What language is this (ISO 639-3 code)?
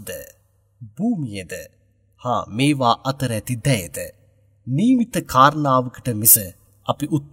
sin